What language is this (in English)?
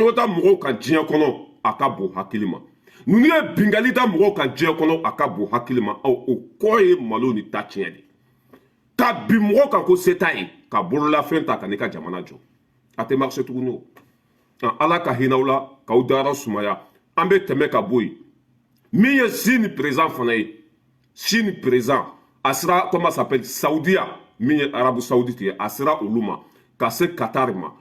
Bambara